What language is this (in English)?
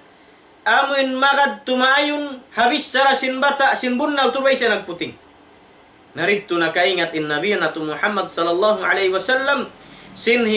Tausug